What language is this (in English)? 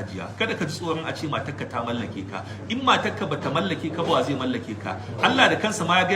Hausa